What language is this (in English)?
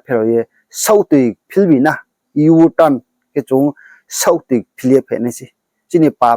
Riang (India)